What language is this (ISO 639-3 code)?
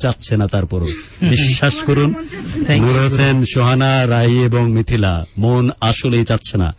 ben